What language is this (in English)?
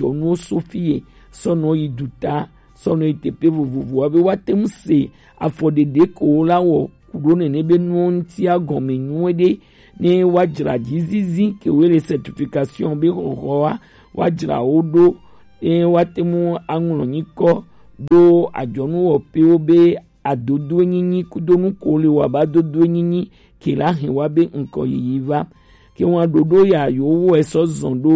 Gen